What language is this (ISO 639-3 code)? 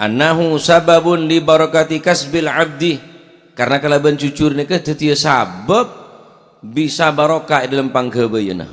mad